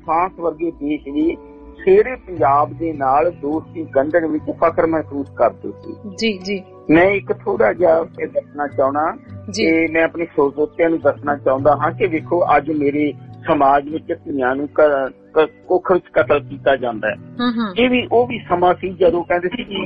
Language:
Punjabi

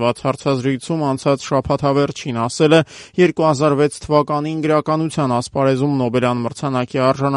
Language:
Armenian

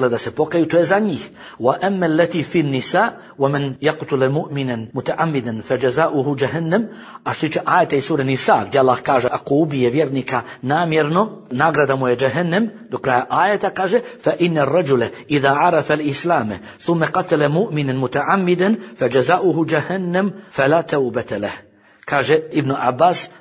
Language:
Bosnian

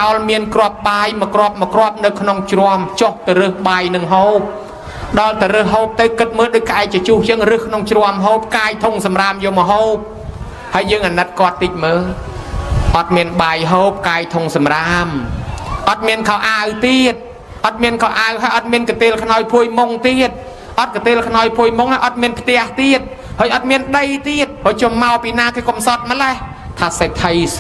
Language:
Khmer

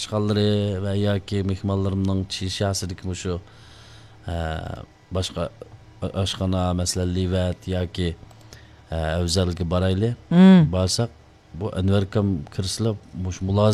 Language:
Uyghur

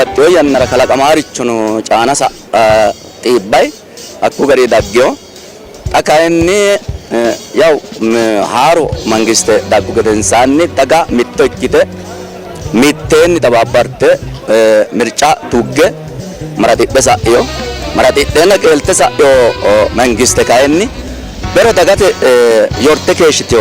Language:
Sidamo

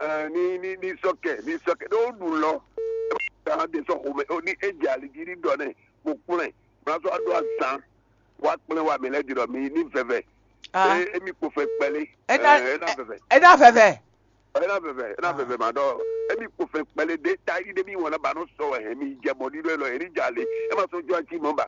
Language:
Fon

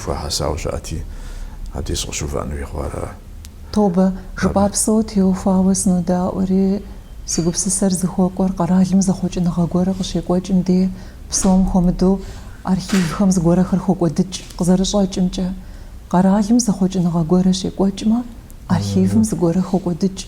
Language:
Kabardian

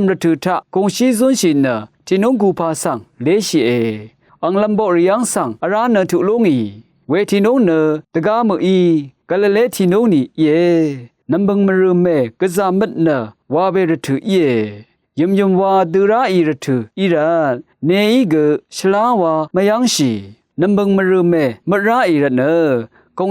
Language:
Rawang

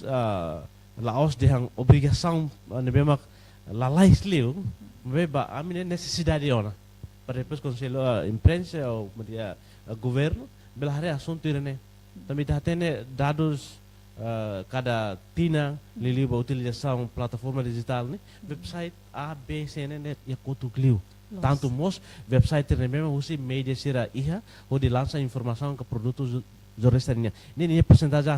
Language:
Tetum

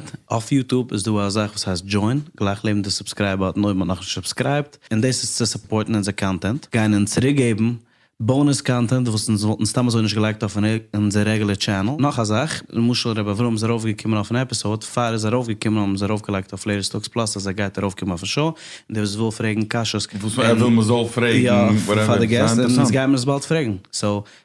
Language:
Yiddish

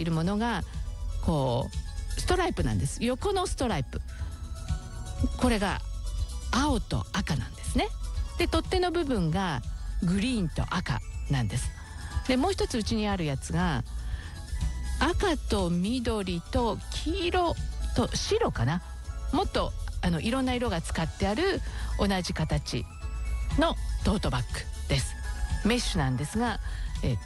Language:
Japanese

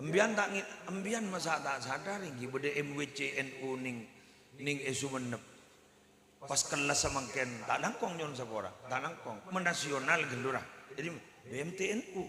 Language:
Madurese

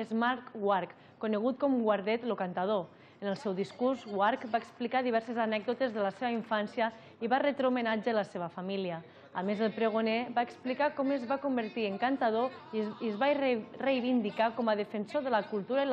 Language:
Catalan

